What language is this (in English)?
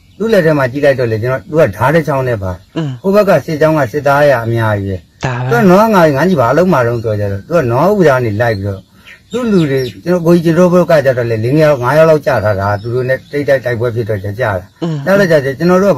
Burmese